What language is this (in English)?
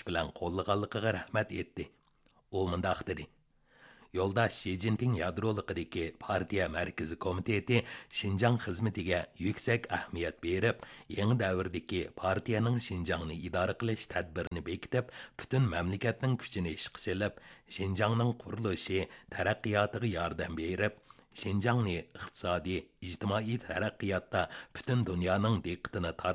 Uyghur